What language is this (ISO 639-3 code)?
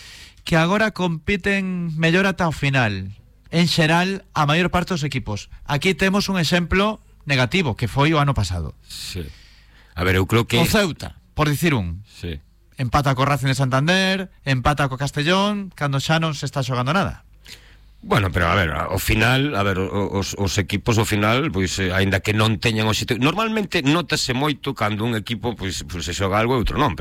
glg